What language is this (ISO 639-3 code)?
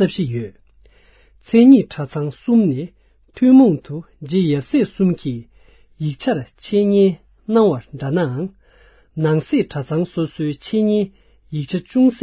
bod